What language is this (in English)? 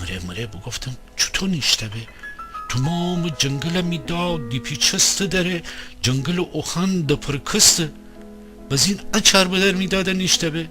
Gilaki